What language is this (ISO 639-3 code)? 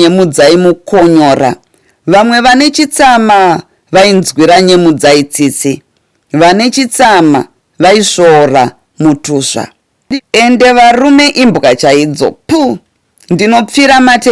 sna